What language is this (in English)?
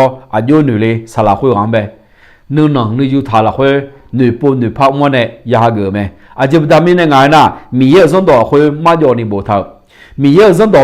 Akha